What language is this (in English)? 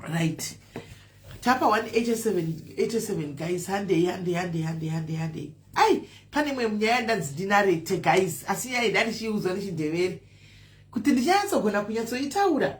Shona